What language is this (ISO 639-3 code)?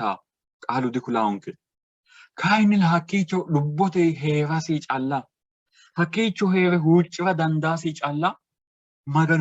sid